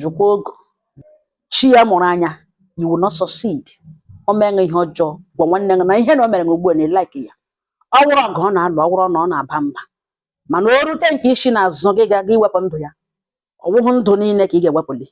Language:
Igbo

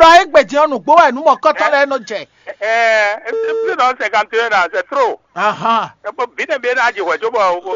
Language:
Fon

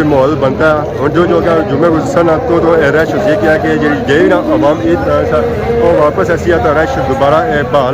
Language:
Pahari-Potwari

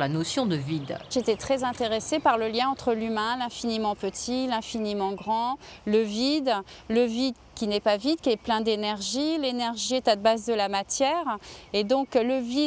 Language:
French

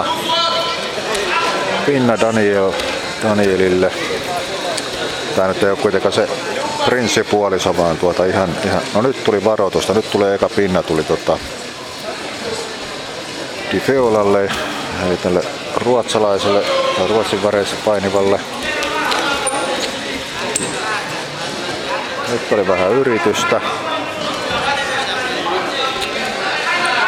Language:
Finnish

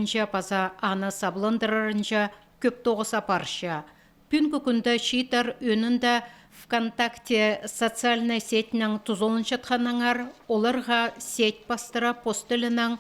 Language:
Khakas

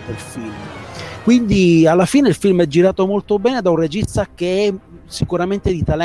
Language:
Italian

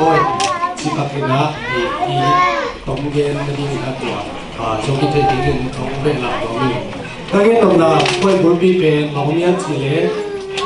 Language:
Tedim Chin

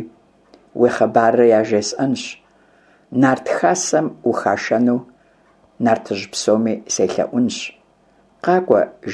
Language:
Kabardian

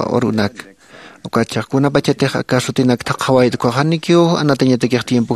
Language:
Aymara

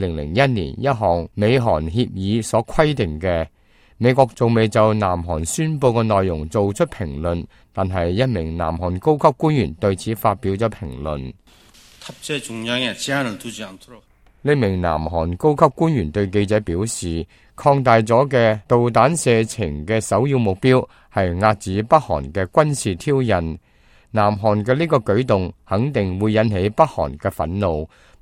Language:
Cantonese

